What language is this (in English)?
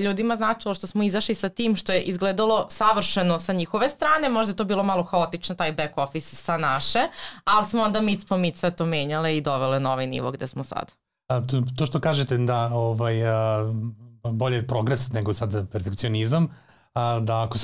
Serbian